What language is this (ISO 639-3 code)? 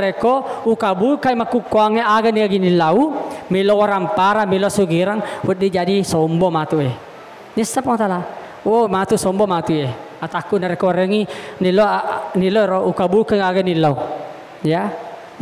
bug